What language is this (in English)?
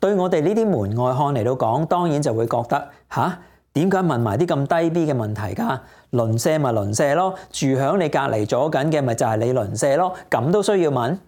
Cantonese